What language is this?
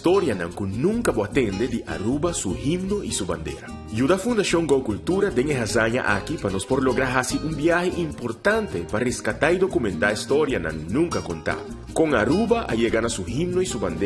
Papiamento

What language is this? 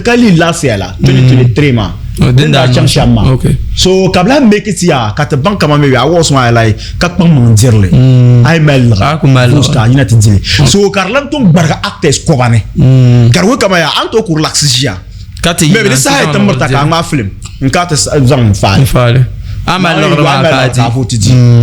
Dagbani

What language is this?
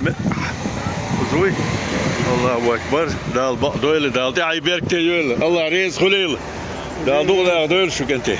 Chechen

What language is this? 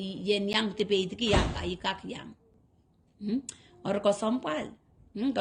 Pohnpeian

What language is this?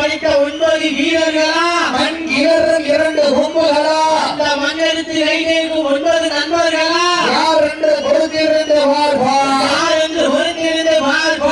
Tamil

